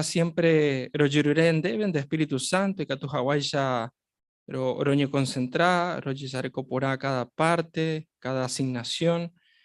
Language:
Guarani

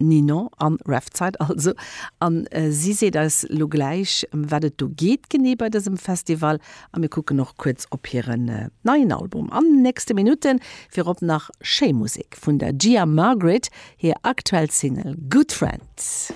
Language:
Luxembourgish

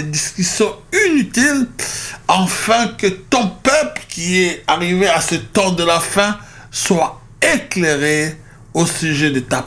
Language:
French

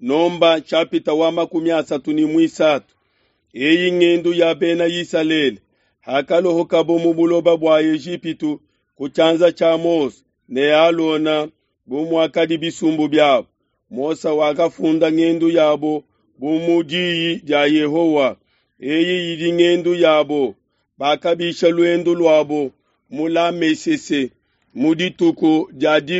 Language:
Luba-Lulua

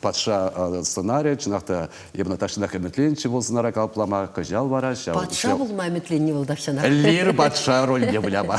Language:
Chuvash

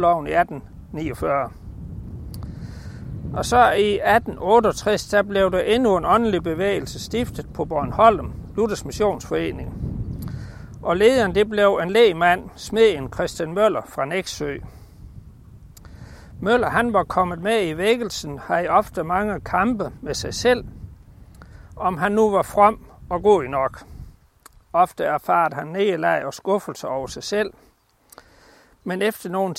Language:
Danish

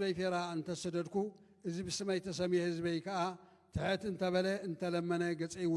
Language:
Tigrinya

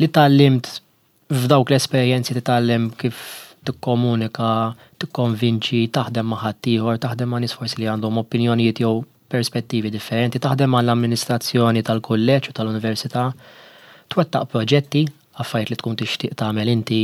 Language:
Maltese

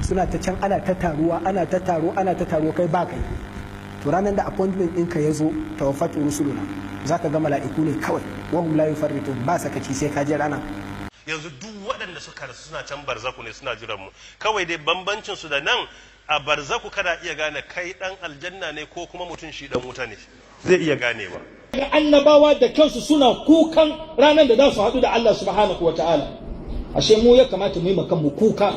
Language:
Hausa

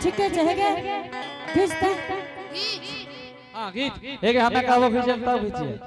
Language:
Angika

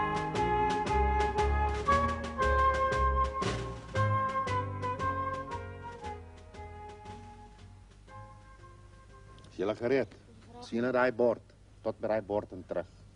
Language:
Afrikaans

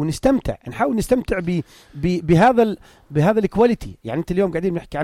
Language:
North Levantine Arabic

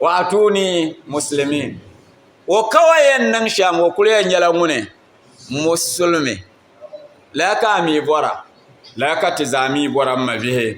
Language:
Dagbani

